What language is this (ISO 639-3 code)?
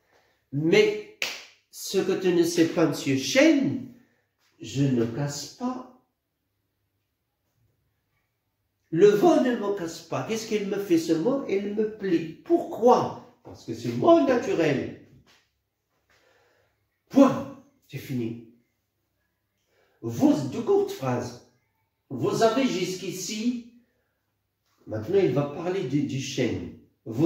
fra